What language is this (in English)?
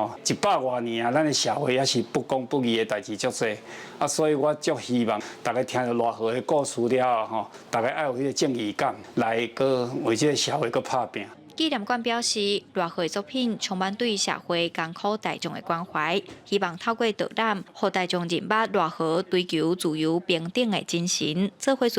Min Nan Chinese